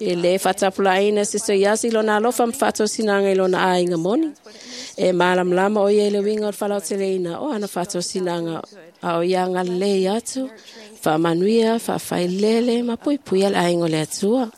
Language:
Samoan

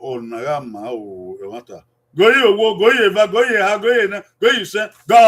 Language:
Bini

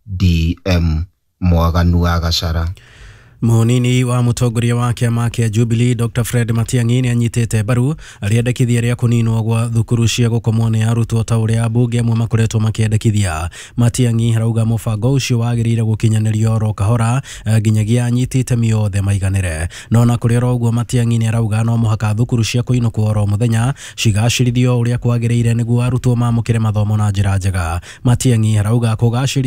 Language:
Kikuyu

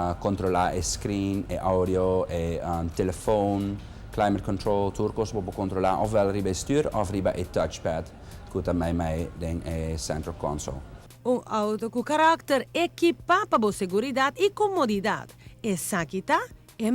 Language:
Papiamento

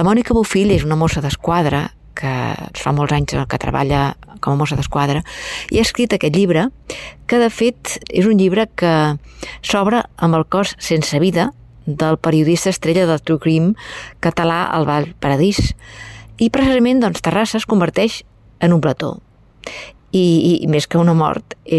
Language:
Catalan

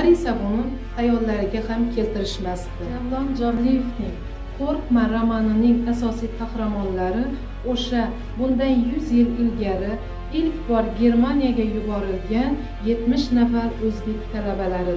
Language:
Uzbek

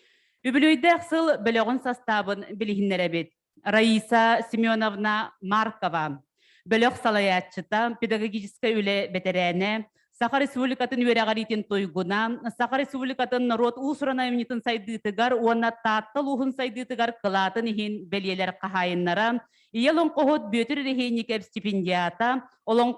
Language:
Yakut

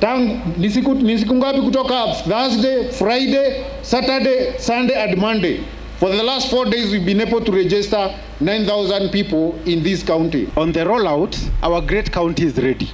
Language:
Meru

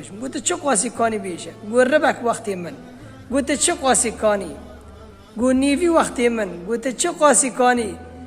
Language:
Kurdish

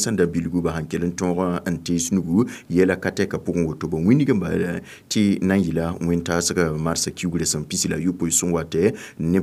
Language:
Mossi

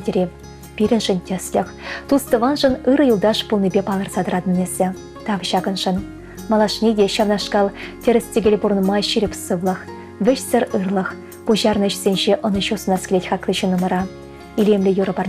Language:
Chuvash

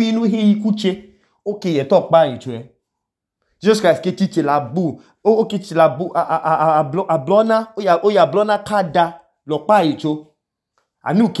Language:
Idoma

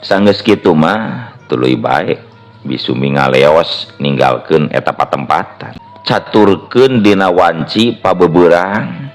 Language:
Sundanese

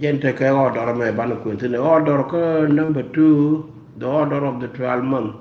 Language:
Nuer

